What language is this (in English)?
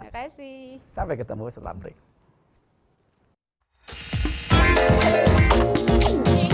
Indonesian